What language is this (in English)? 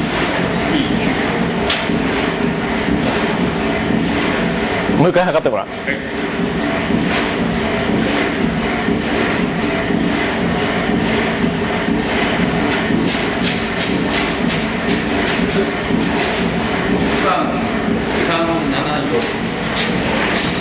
Japanese